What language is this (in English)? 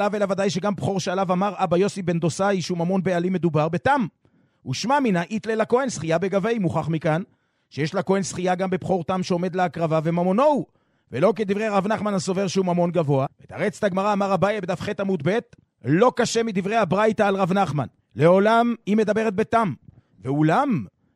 Hebrew